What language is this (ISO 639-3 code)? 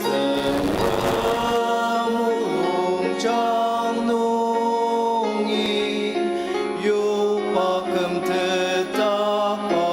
njo